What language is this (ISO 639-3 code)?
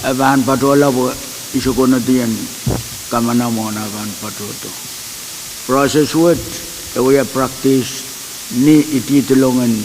pon